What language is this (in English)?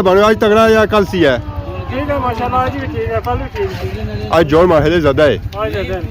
Pahari-Potwari